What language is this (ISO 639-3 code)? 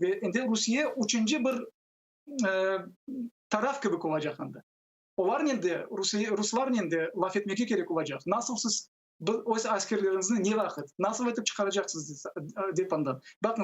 crh